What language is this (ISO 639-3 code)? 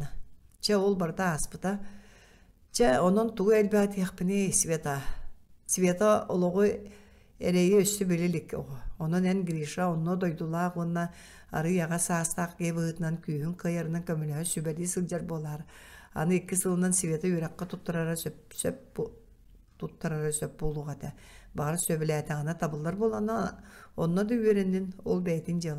sah